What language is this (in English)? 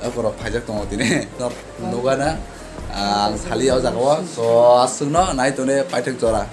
Kok Borok